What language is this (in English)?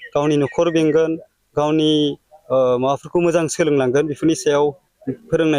Bodo